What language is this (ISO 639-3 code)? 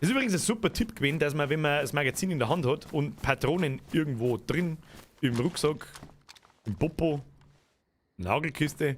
bar